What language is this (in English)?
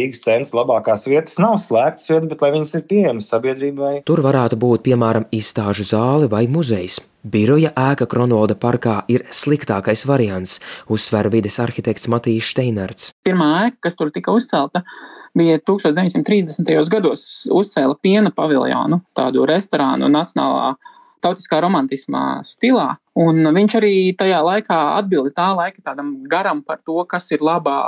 Latvian